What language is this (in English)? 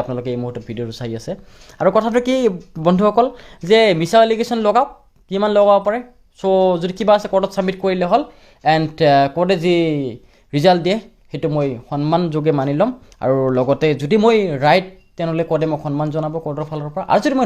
Assamese